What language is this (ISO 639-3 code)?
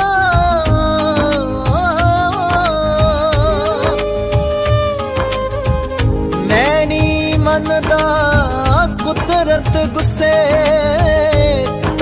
pan